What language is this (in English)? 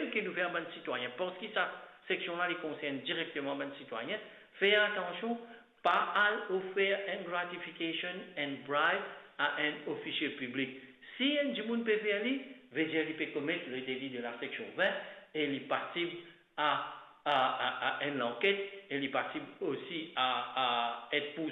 Morisyen